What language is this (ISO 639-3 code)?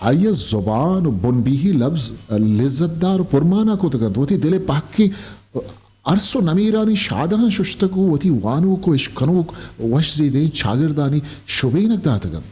bgp